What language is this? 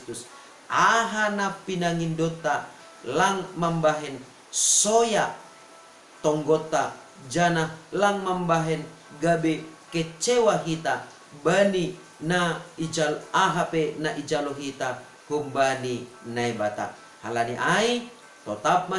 Batak Simalungun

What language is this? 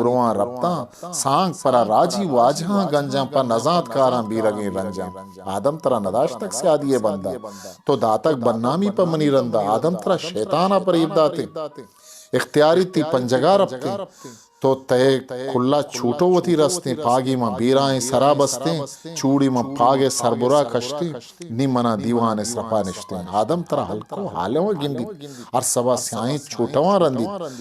Eastern Balochi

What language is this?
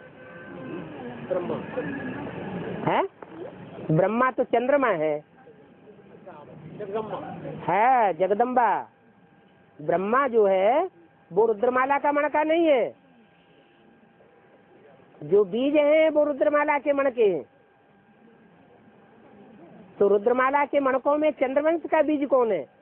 Hindi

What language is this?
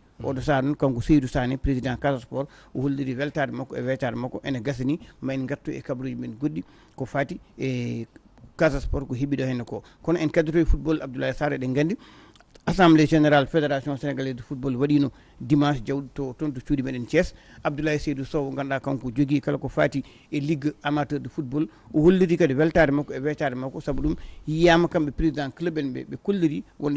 Fula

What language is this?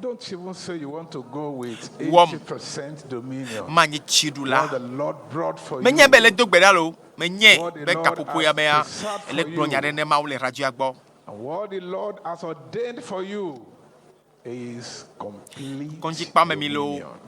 Ewe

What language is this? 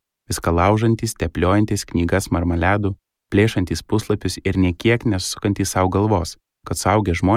Lithuanian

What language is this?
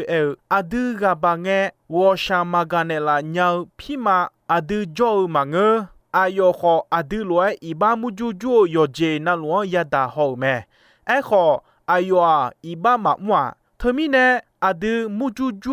Akha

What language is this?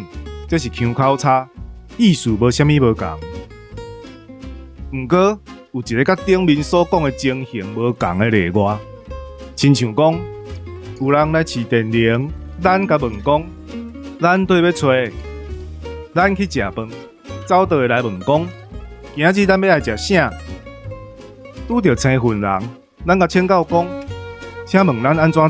Min Nan Chinese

